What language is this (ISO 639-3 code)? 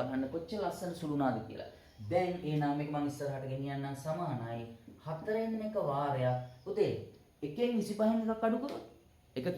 sin